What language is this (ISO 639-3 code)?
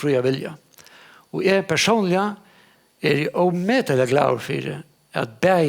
fao